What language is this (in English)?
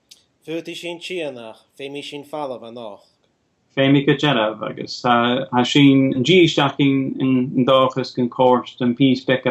Scottish Gaelic